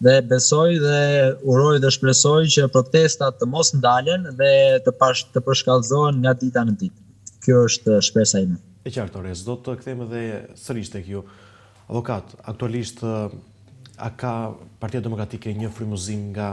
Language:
Albanian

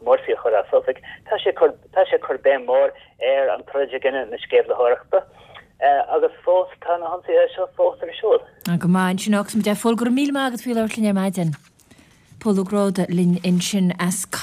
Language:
Irish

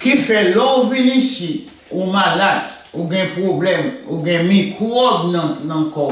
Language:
Haitian Creole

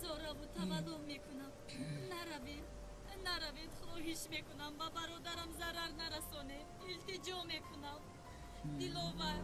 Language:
Tajik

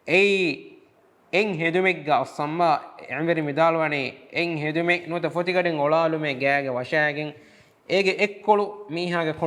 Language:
Divehi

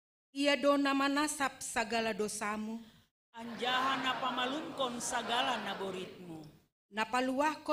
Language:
Batak Simalungun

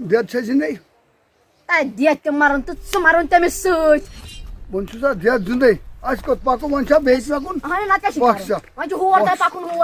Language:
Kashmiri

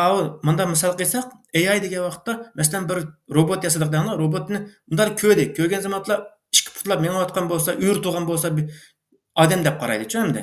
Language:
Uyghur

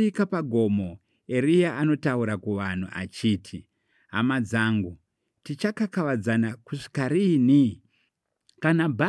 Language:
Shona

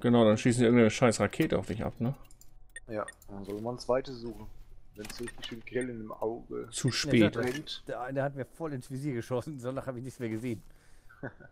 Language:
German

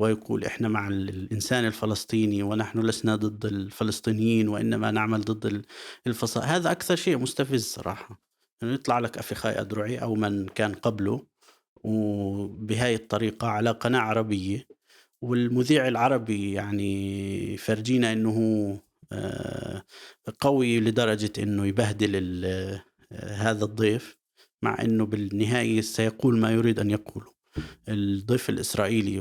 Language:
North Levantine Arabic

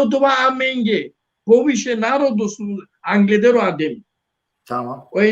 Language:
Balkan Romani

